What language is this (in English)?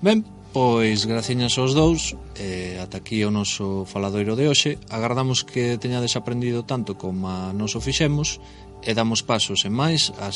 Galician